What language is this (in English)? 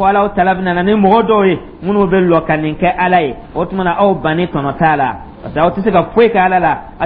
Dyula